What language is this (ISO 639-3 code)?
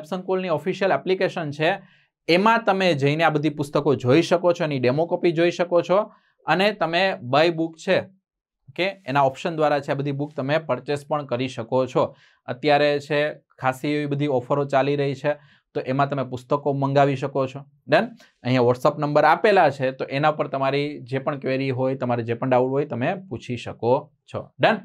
guj